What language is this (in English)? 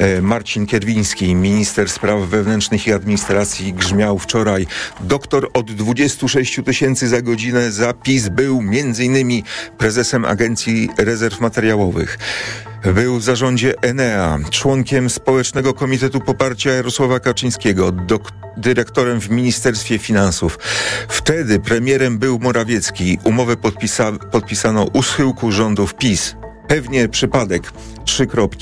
Polish